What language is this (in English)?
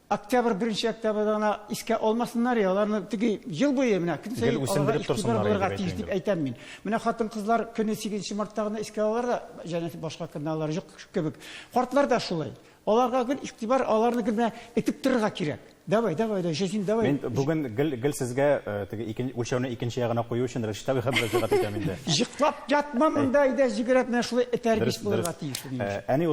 Tatar